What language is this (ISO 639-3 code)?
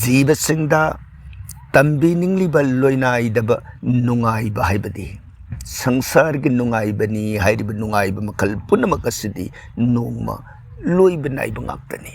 mni